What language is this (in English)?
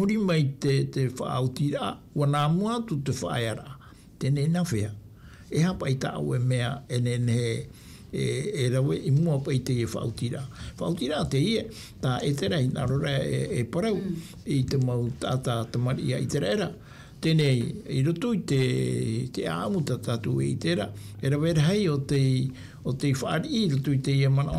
Tahitian